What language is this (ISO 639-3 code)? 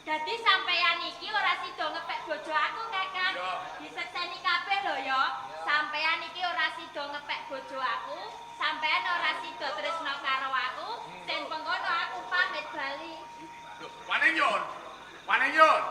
jav